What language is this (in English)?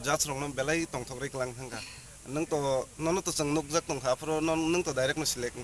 Kok Borok